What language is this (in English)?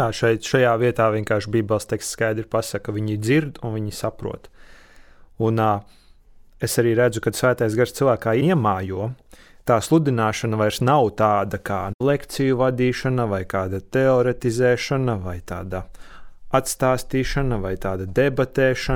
Latvian